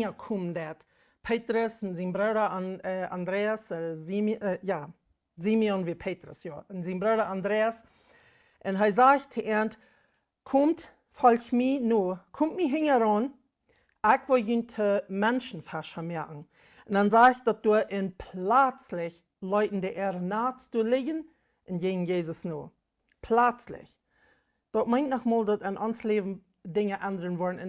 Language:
Plautdietsch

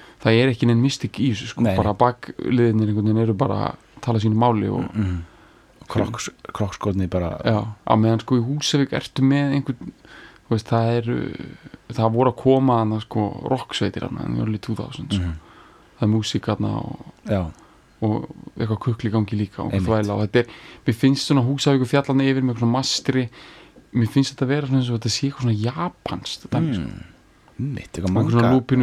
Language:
Icelandic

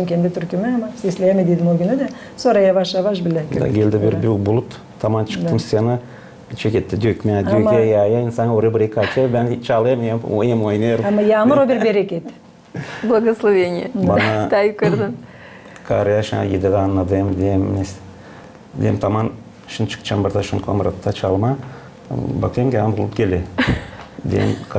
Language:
Gagauz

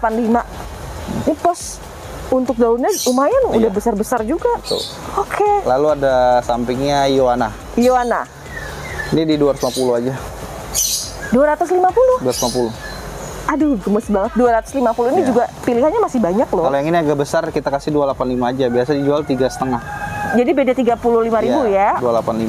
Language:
Indonesian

